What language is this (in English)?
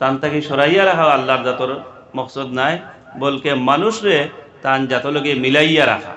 Sylheti